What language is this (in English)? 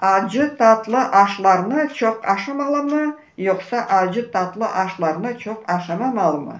Crimean Tatar